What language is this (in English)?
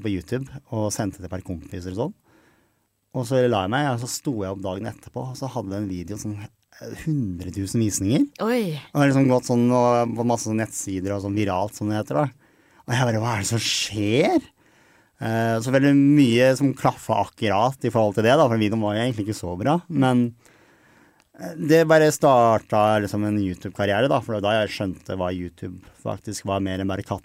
Norwegian